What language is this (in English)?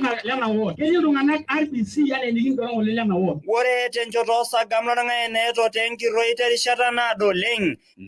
Masai